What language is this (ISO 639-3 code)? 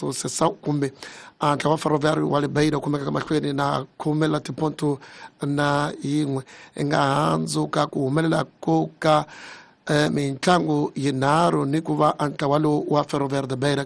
tso